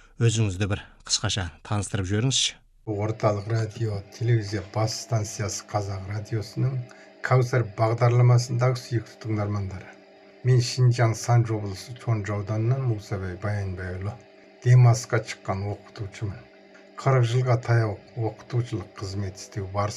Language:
Kazakh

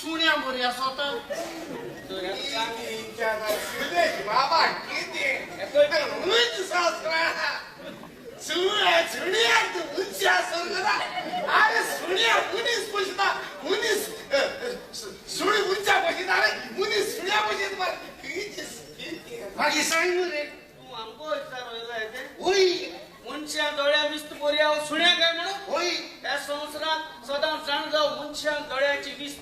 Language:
Konkani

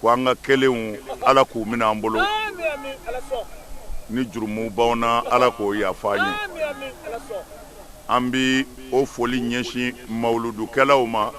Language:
Bambara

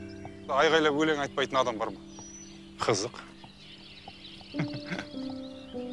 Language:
Kazakh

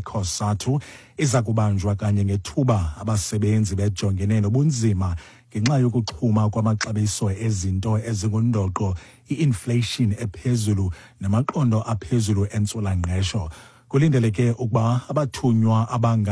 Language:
Xhosa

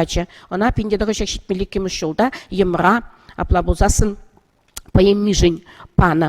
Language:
Chuvash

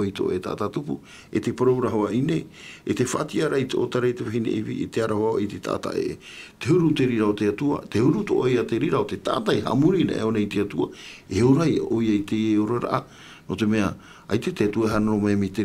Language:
Tahitian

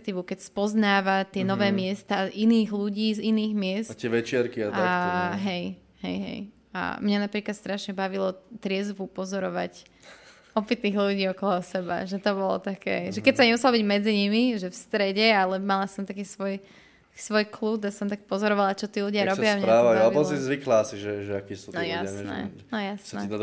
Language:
Slovak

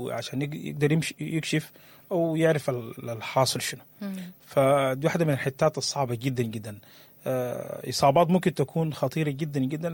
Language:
Sudanese Arabic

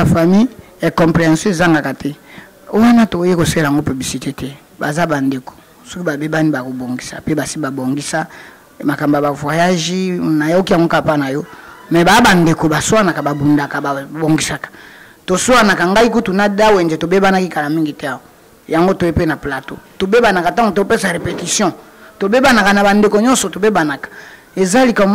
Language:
Lingala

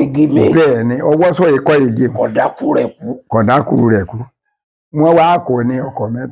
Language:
Yoruba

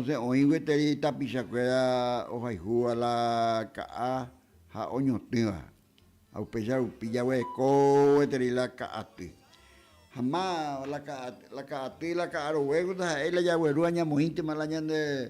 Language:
Guarani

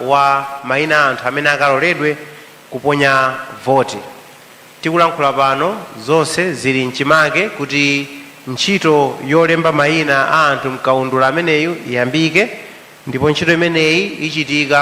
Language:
Nyanja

